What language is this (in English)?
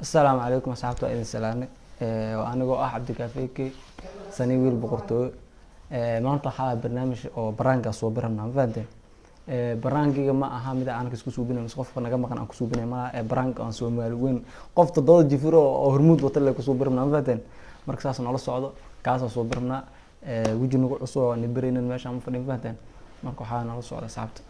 Somali